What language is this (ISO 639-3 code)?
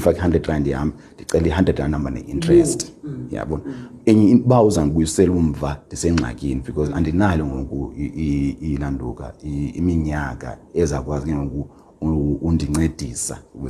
xho